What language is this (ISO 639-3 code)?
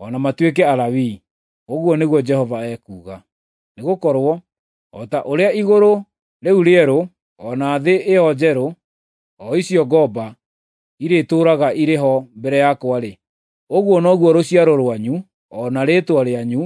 kik